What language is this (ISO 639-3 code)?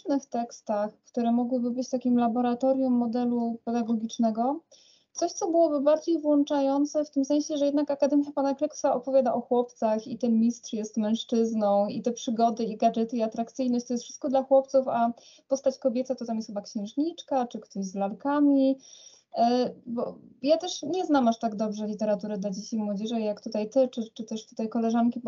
pol